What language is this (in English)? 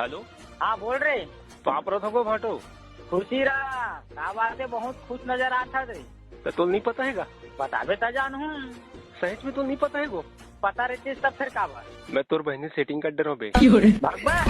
Chhattisgarhi